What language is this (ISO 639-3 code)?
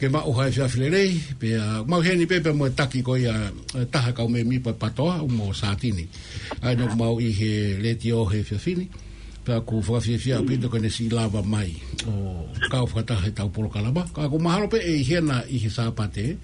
ton